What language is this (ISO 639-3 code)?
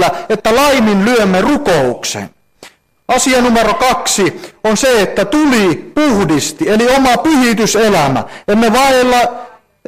fin